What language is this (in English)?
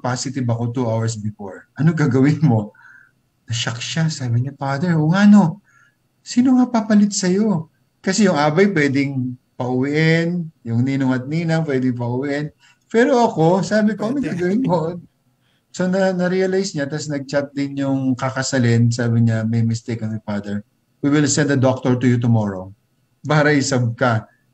Filipino